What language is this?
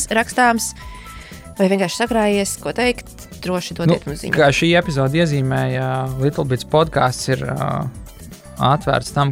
Latvian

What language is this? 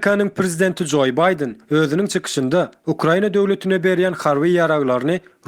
Turkmen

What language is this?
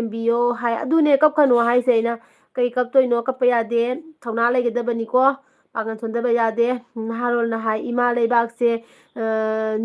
Manipuri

